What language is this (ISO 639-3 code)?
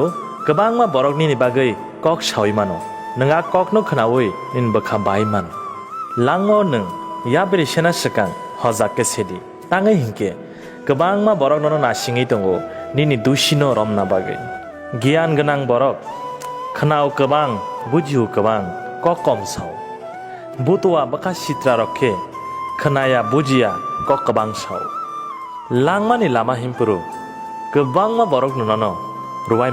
trp